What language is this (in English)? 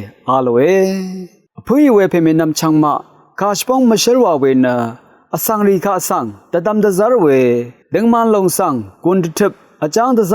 Rawang